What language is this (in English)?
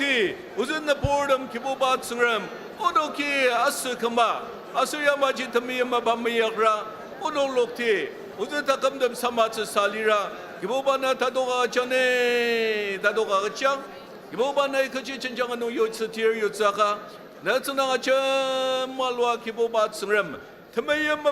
Ao Naga